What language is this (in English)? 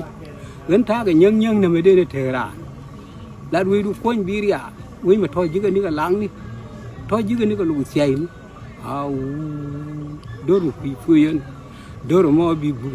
Nuer